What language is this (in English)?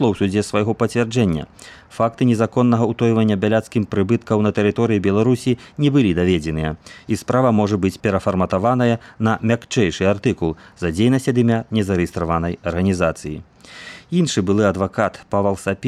Belarusian